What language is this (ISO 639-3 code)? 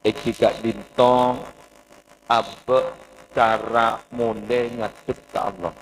mad